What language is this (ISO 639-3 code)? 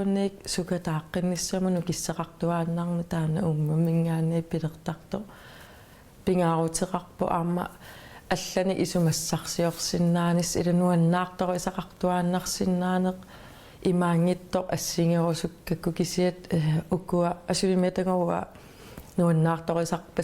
kal